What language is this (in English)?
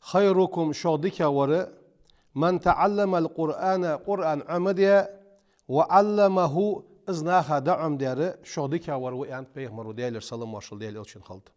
Ingush